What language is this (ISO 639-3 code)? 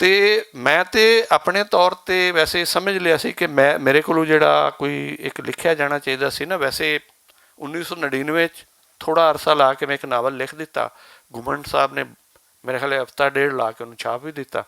lah